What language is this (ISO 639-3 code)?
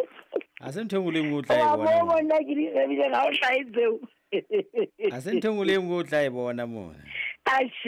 sot